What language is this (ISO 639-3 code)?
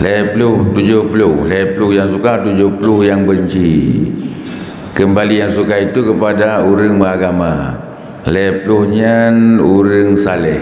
ace